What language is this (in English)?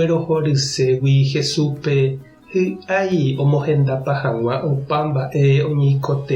Guarani